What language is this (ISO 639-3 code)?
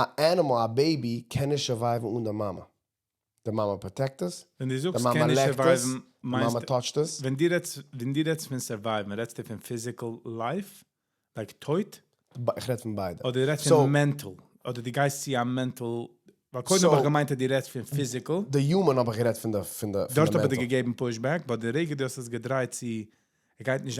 yid